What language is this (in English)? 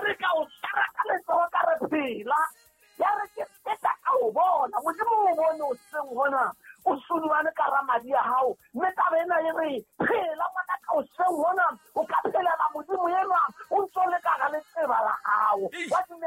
Southern Sotho